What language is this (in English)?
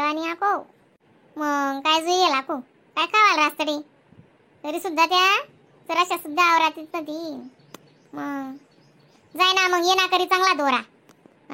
Khandesi